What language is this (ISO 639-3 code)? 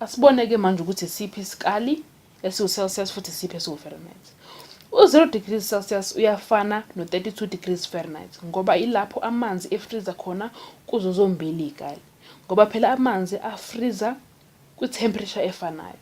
zul